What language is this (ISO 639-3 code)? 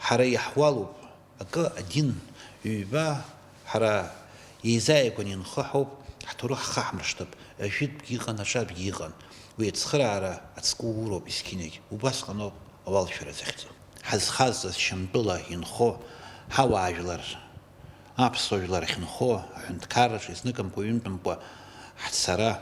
abk